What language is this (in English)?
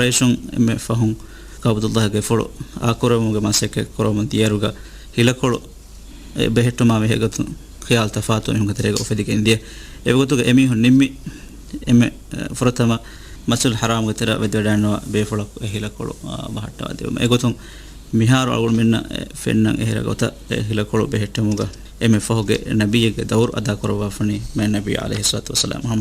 Divehi